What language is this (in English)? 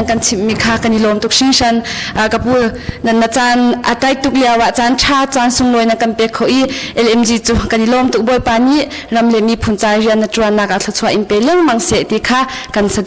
Hakha Chin